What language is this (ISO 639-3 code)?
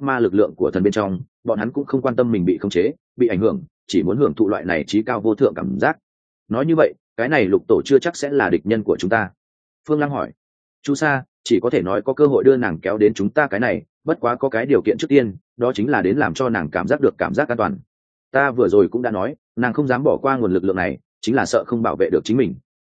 vie